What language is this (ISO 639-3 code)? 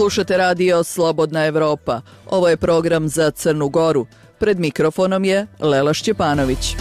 srp